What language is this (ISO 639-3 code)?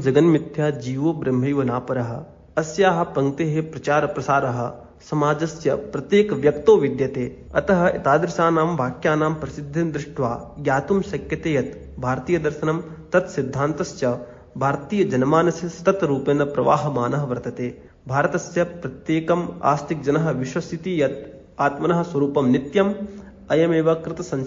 san